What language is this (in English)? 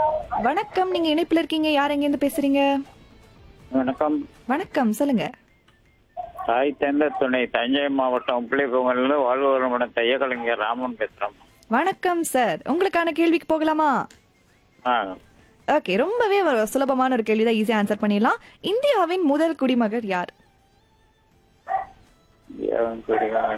Tamil